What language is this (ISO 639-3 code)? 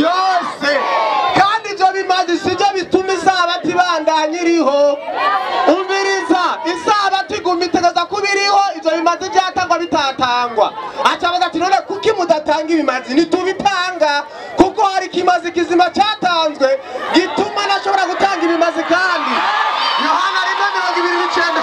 run